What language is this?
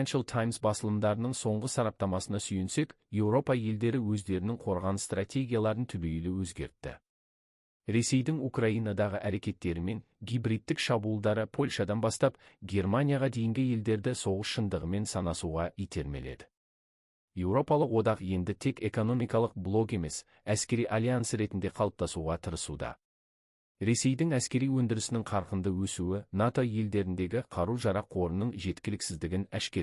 Kazakh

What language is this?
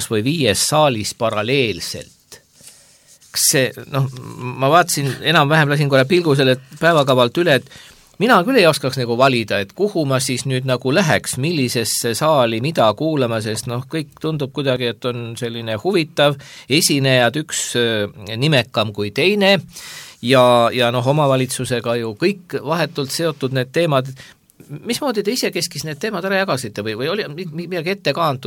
Estonian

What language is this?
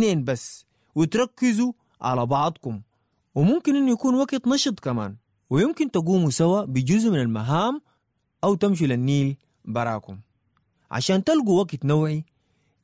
Sudanese Arabic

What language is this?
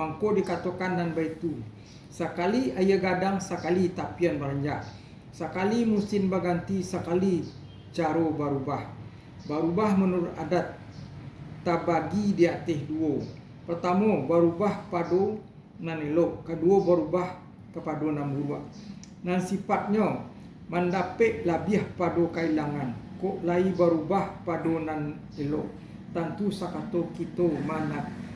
Minangkabau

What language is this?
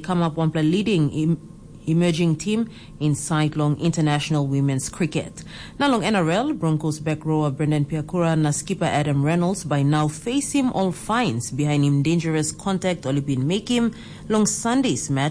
Tok Pisin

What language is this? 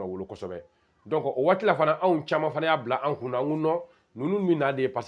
Bambara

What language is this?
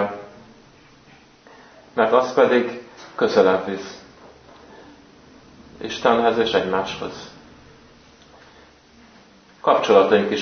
Hungarian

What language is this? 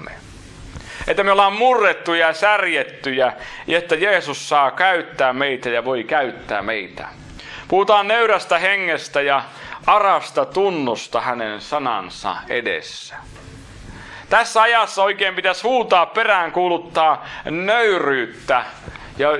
Finnish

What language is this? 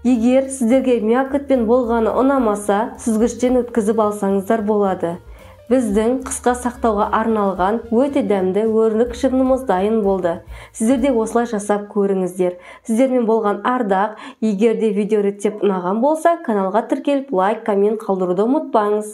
Kazakh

